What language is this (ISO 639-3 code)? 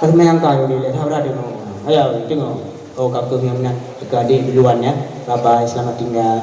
ace